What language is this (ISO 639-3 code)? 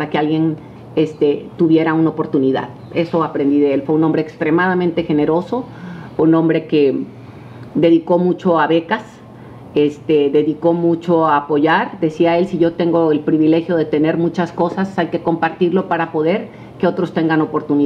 spa